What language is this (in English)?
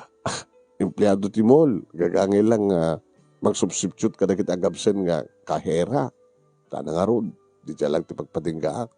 Iloko